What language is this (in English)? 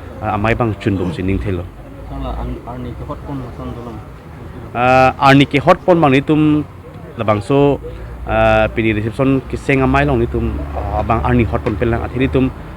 Karbi